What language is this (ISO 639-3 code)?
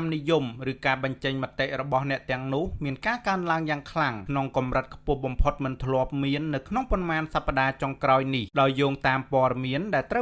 khm